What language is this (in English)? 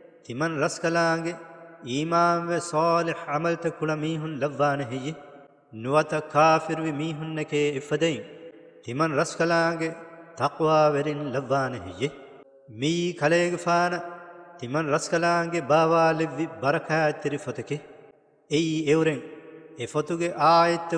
Divehi